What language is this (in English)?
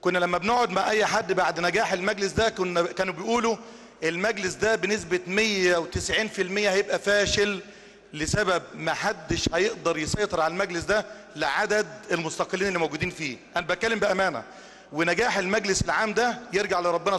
Egyptian Arabic